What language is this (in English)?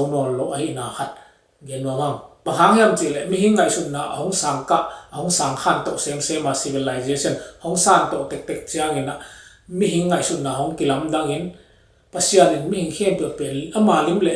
Tedim Chin